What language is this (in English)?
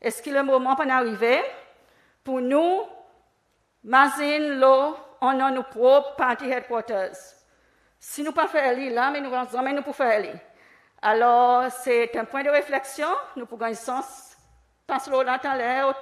Seselwa Creole French